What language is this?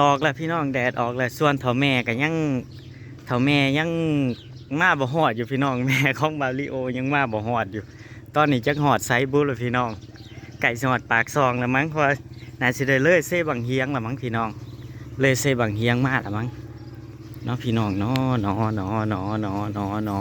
Northeastern Thai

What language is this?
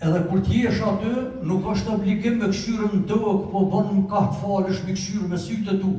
Albanian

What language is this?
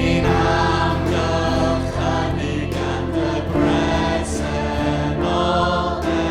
Welsh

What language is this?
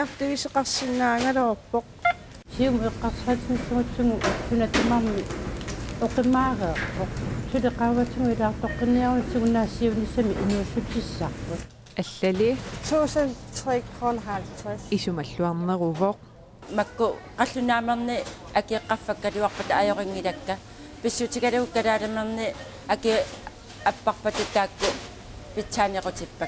Kalaallisut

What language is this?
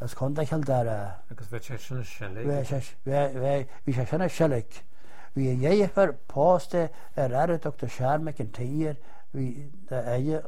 Irish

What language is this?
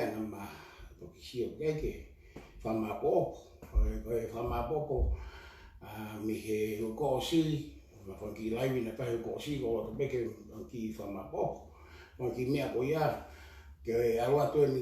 Tongan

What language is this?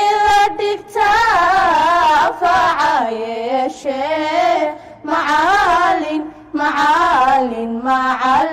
Somali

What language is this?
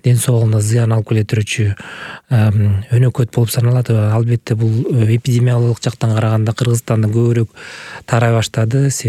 Kyrgyz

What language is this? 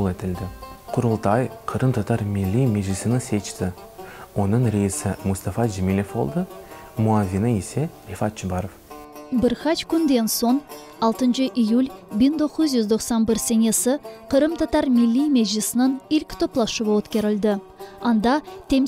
Crimean Tatar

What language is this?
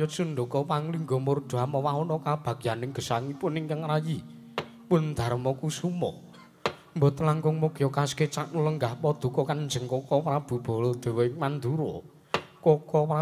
Javanese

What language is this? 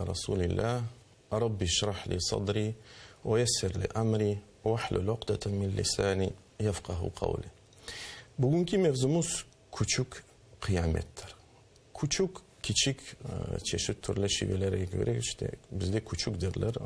Crimean Tatar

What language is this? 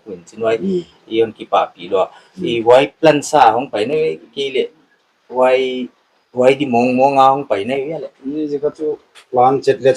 Paite Chin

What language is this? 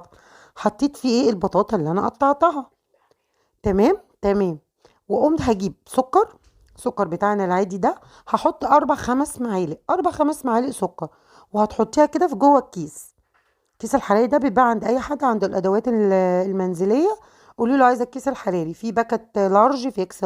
Egyptian Arabic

